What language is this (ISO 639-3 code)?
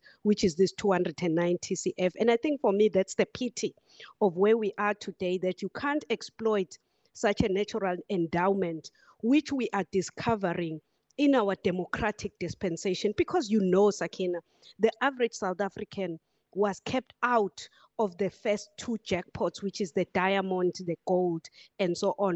eng